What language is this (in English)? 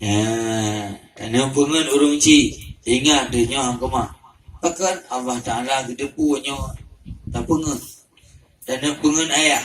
Achinese